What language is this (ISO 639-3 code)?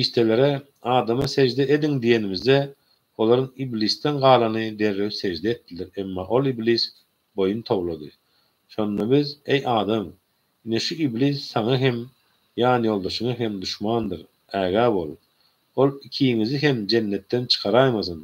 tuk